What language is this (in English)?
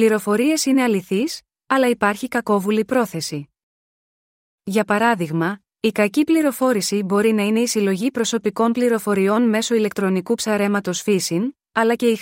Greek